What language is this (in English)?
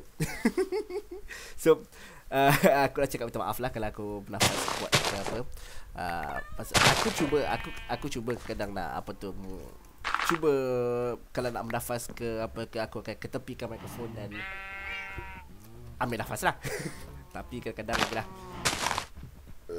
Malay